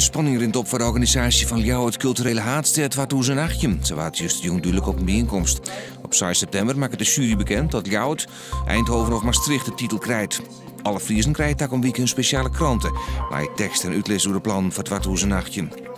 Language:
Western Frisian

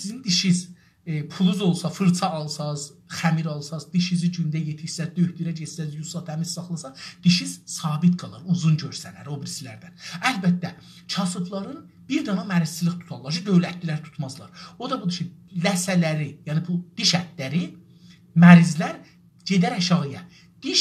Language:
South Azerbaijani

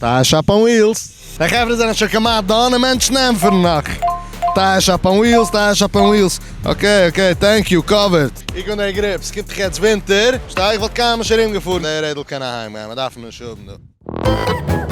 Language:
Yiddish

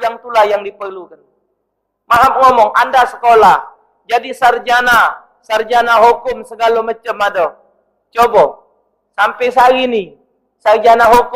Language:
Musi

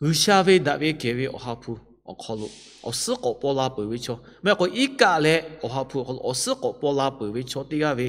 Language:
Lahu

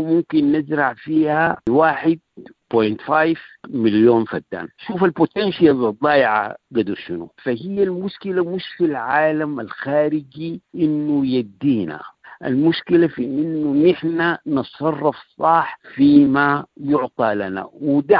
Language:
Sudanese Arabic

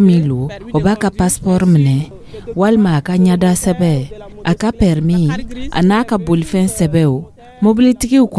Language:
Dyula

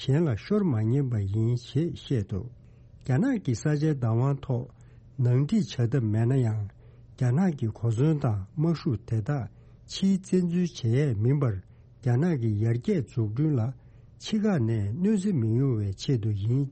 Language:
Tibetan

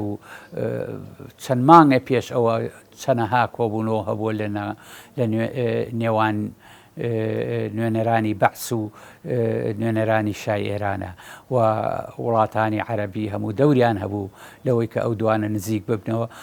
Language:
Central Kurdish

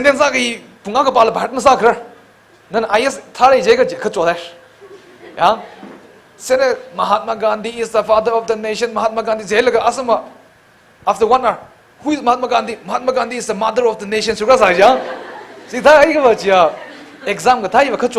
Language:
Tangkhul Naga (India)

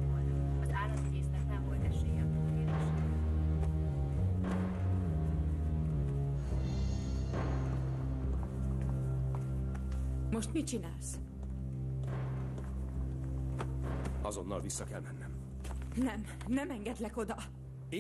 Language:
Hungarian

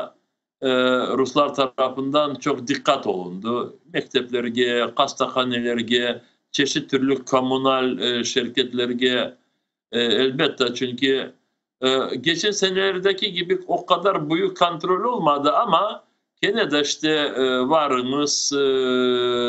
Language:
Crimean Tatar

